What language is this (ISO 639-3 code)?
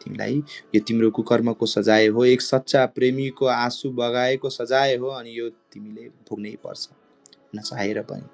nep